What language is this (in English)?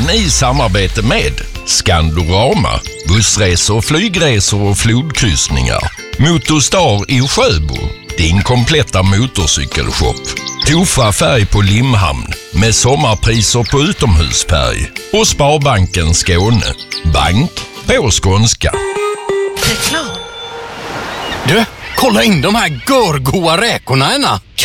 Swedish